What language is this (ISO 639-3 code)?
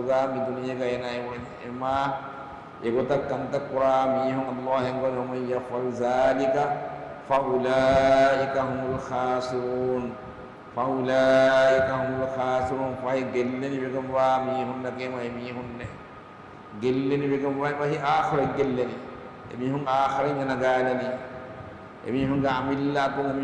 div